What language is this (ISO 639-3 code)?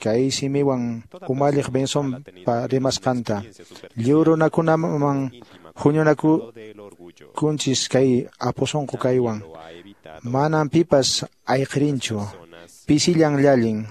que